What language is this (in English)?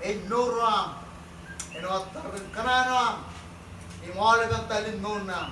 Marshallese